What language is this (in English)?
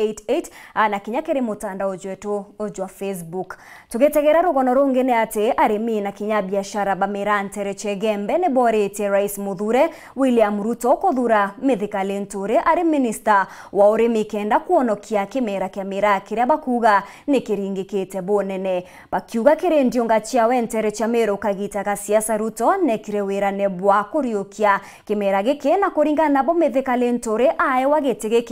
Meru